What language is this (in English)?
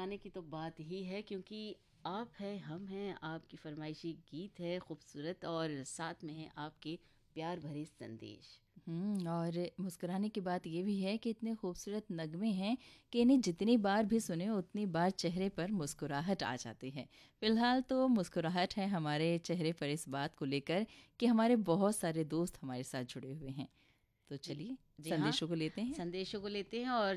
Hindi